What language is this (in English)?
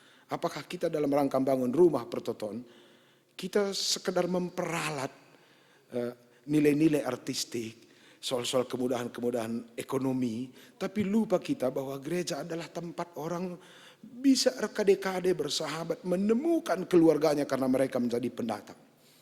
Batak Karo